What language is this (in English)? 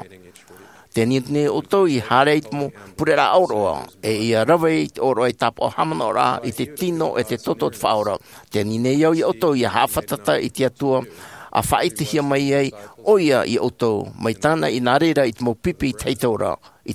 Tahitian